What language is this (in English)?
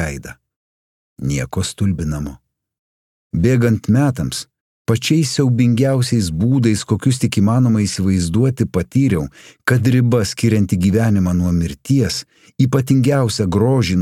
Lithuanian